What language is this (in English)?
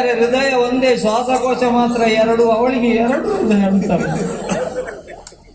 Kannada